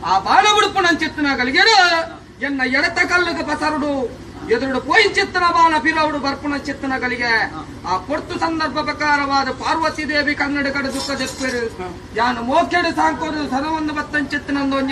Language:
Tulu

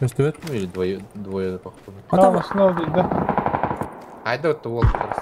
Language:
Yakut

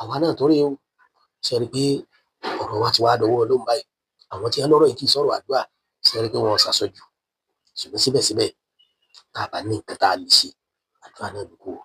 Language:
Yoruba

